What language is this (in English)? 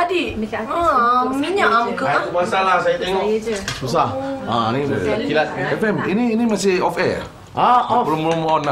Malay